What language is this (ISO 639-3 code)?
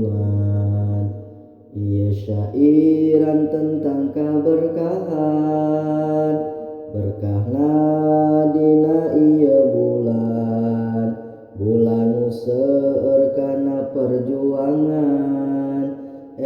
sun